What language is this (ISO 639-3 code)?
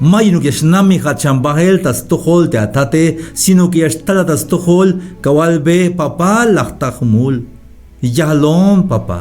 tzh